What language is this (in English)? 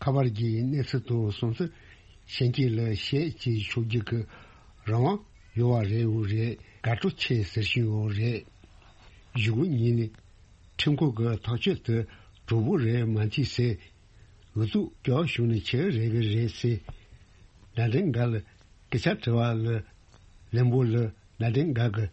Tibetan